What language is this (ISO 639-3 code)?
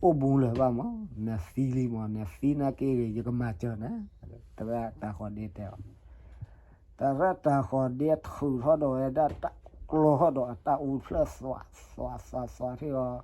ksw